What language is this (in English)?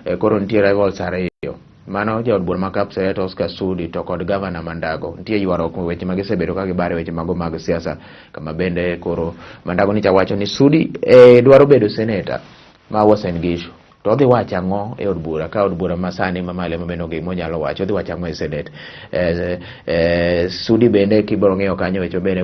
Luo (Kenya and Tanzania)